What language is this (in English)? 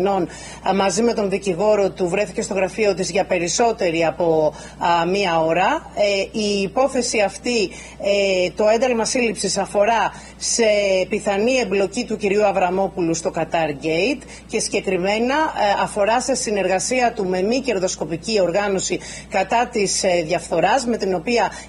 Greek